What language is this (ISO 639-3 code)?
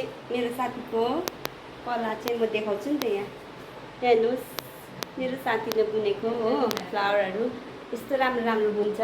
nep